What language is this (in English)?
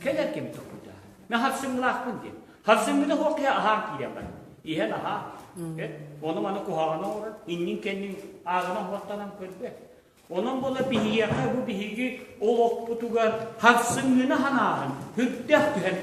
Yakut